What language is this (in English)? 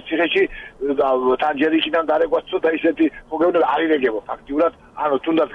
Georgian